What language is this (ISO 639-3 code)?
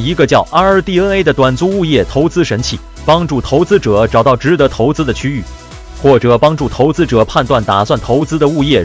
zho